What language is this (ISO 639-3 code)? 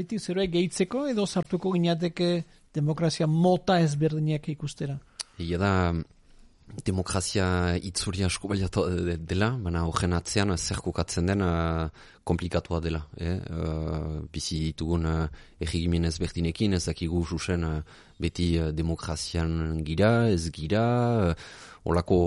eus